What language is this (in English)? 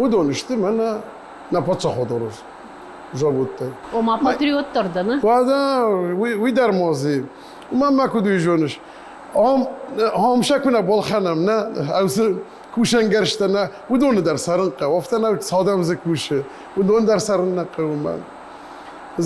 Ossetic